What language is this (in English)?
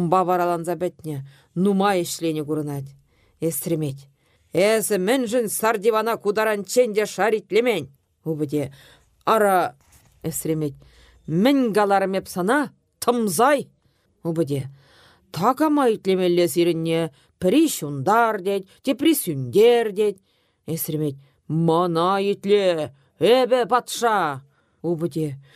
Chuvash